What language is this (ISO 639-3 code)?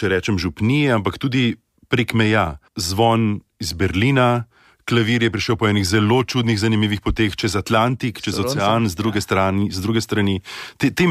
slv